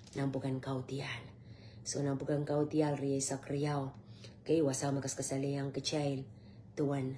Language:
Pohnpeian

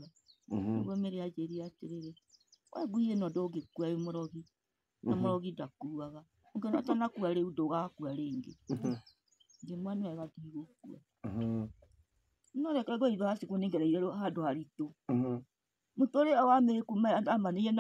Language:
Kikuyu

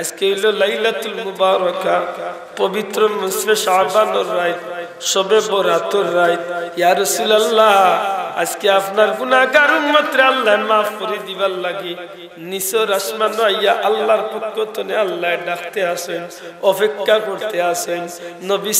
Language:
Sylheti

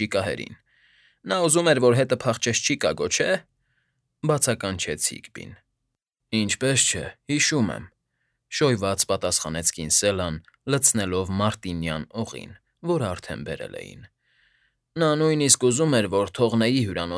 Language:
Armenian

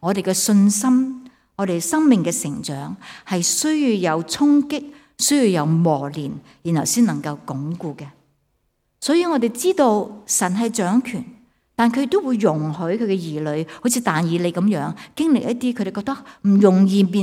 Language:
Cantonese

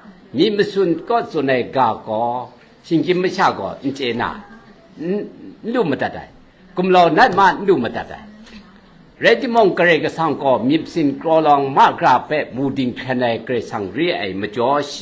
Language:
Kachin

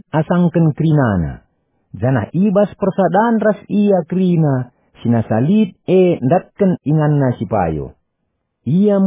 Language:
Batak Karo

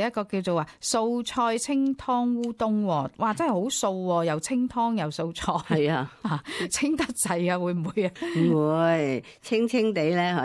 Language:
Cantonese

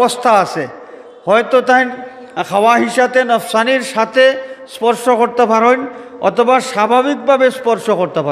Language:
Sylheti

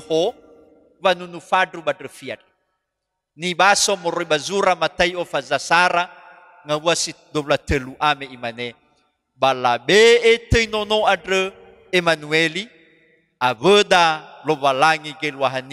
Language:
Nias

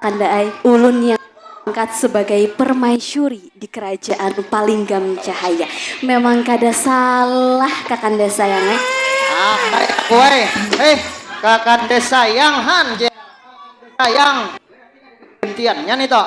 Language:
Banjar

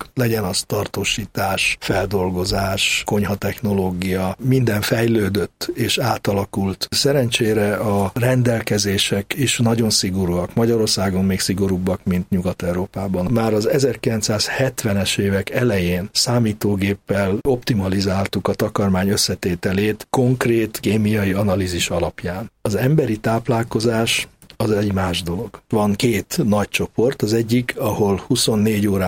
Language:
Hungarian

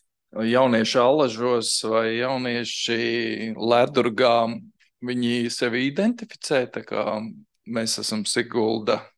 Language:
Latvian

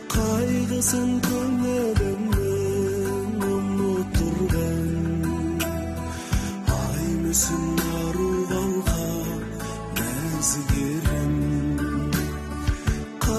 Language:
Kazakh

